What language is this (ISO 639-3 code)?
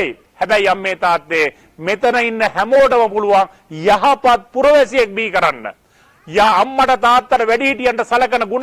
sin